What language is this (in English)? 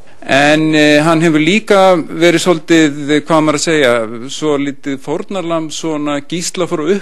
Icelandic